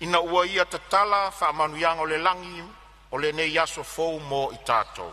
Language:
Samoan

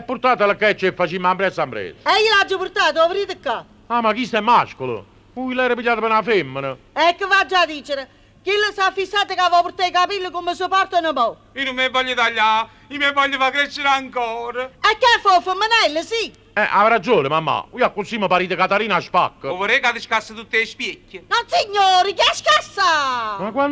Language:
Neapolitan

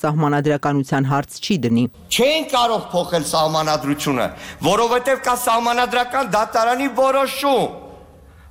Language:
Armenian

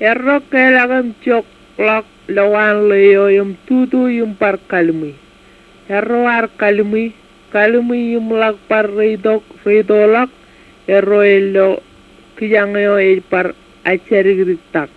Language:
Marshallese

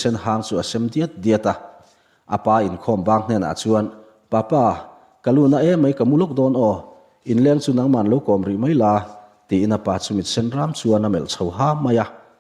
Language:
Mizo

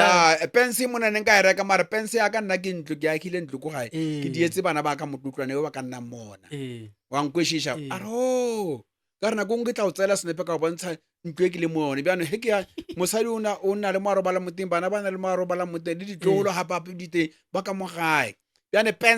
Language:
Northern Sotho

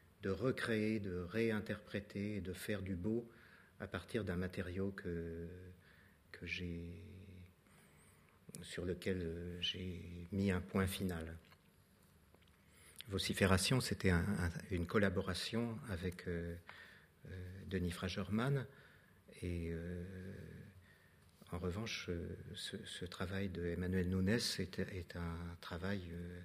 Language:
French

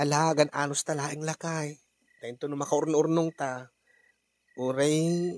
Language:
Iloko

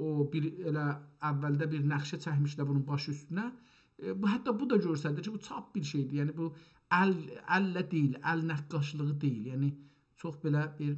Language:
South Azerbaijani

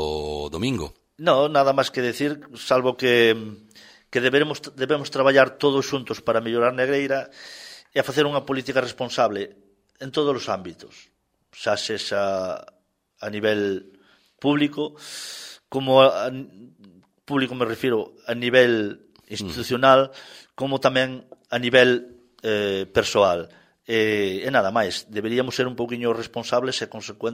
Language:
Galician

